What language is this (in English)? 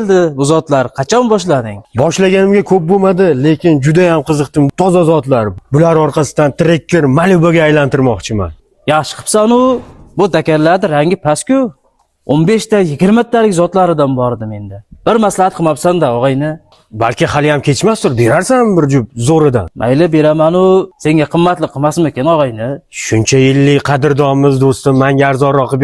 Uzbek